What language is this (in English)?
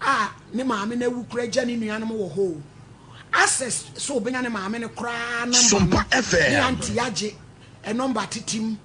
Akan